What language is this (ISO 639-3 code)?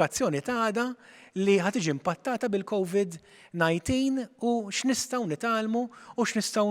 mlt